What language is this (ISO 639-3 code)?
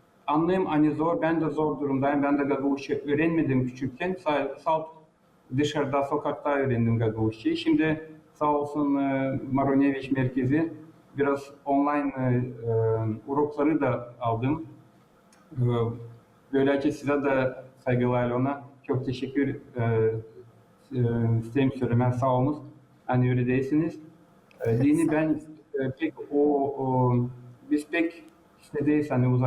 gag